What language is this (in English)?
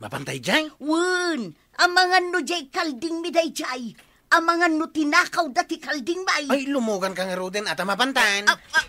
Iloko